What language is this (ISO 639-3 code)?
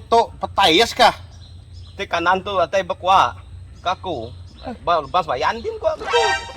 iba